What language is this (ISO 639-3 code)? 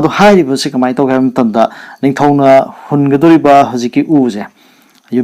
mni